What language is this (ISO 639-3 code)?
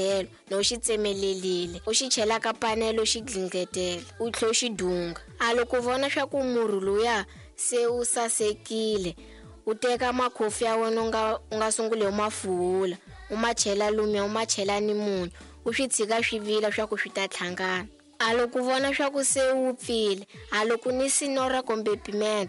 tso